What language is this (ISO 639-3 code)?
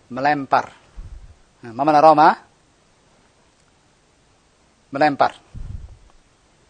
ind